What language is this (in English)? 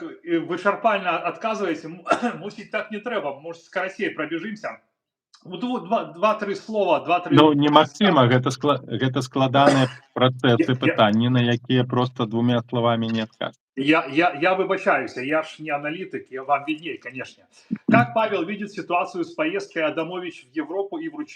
Belarusian